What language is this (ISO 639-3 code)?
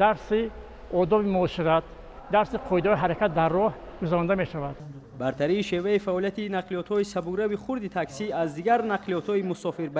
tgk